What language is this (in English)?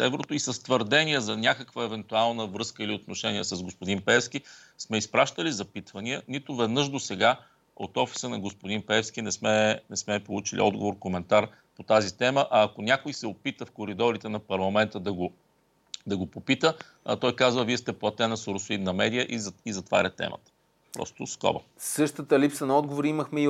Bulgarian